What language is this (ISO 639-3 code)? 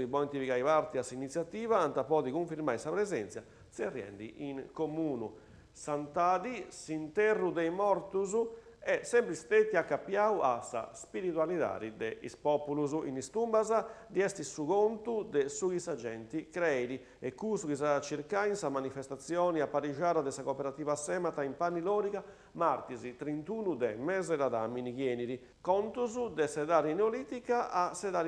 srd